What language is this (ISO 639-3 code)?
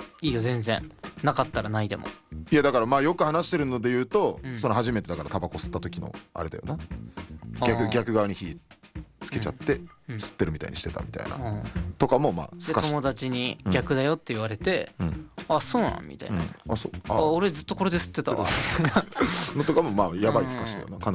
jpn